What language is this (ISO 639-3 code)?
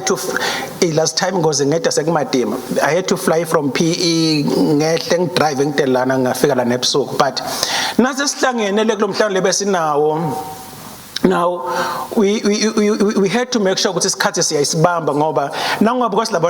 ssw